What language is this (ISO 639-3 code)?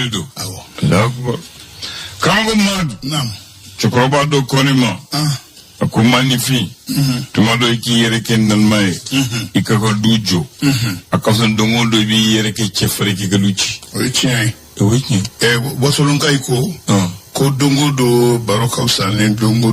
bam